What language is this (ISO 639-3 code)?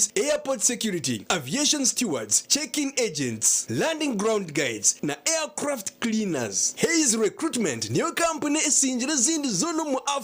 nyn